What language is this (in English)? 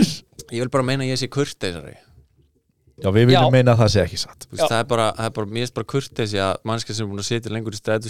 Icelandic